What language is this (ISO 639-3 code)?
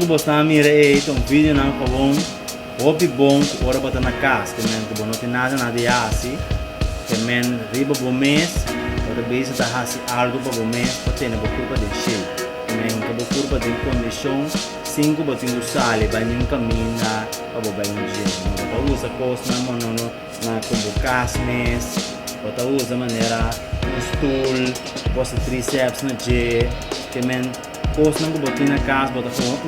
pap